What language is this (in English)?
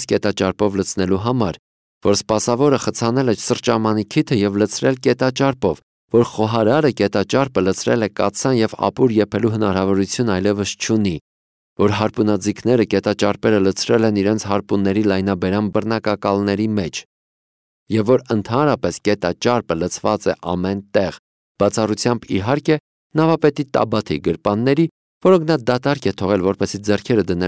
Armenian